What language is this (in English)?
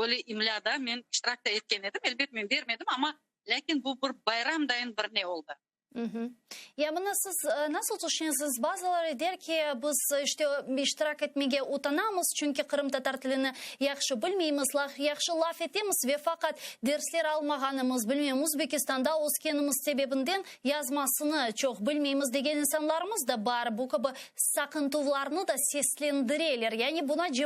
Crimean Tatar